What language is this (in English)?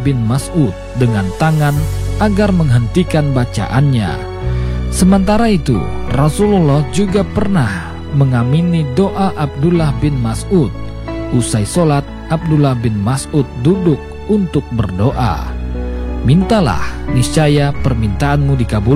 Indonesian